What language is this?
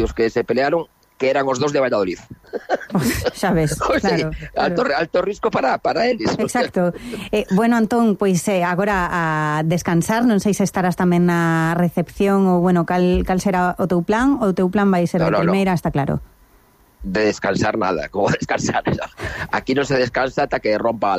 Galician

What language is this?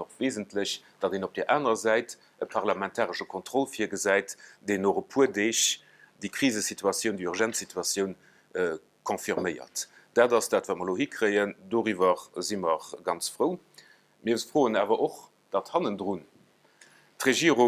Luxembourgish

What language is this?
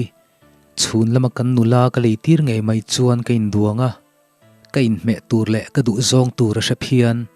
Mizo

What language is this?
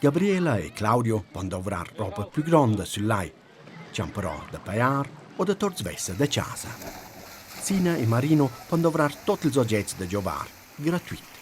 Romansh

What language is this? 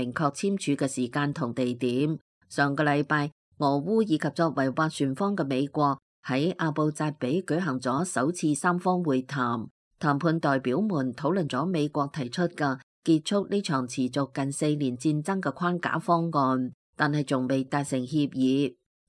Cantonese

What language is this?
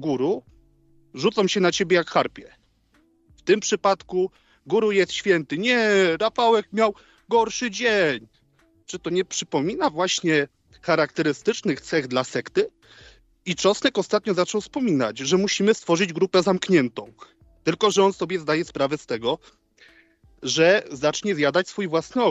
Polish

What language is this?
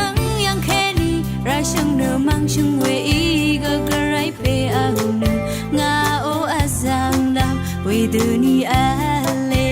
Rawang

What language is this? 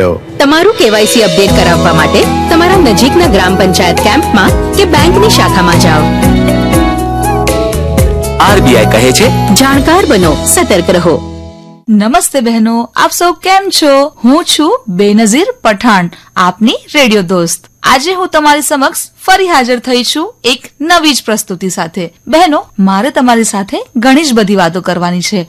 Gujarati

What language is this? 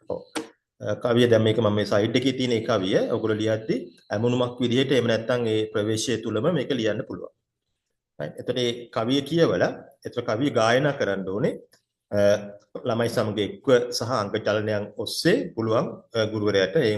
Sinhala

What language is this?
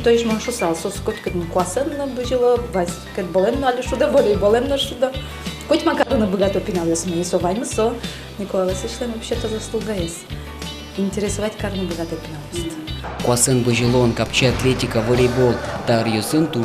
Udmurt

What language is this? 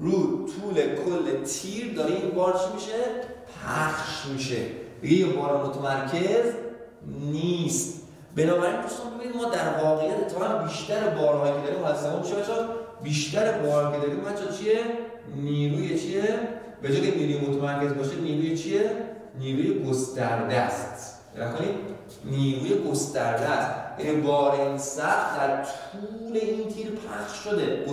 Persian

